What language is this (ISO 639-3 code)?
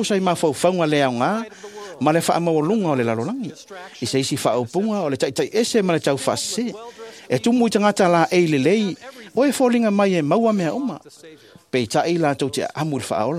smo